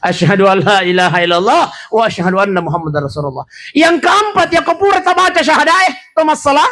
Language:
Buginese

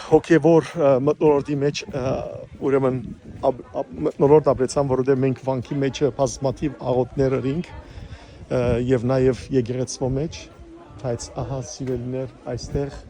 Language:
Western Armenian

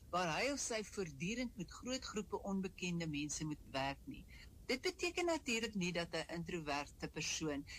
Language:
Afrikaans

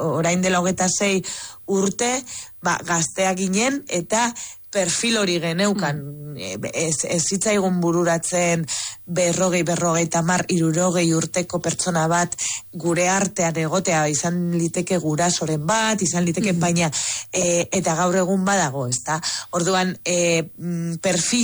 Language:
Basque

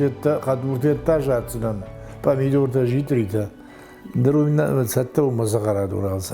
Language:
Ossetic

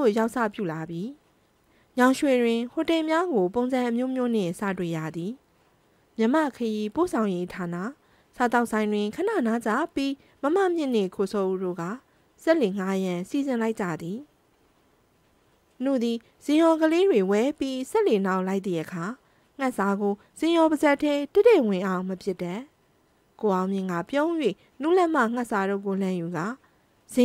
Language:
Burmese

